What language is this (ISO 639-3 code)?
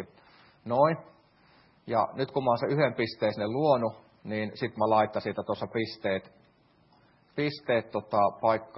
fin